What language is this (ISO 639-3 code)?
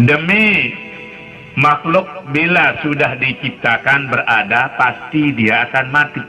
sas